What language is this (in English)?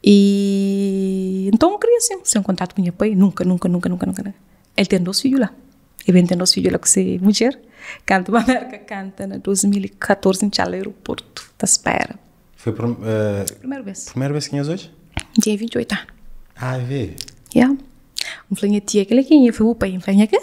Kabuverdianu